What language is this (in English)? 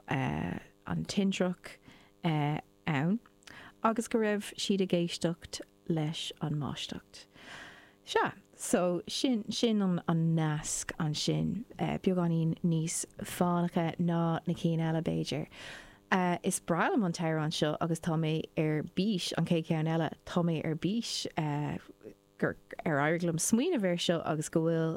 Irish